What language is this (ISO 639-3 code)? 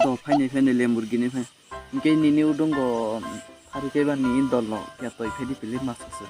trp